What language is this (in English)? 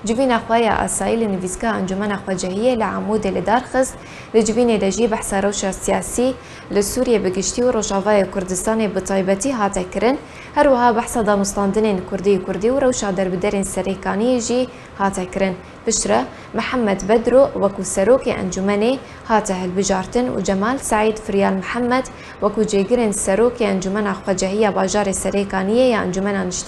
Kurdish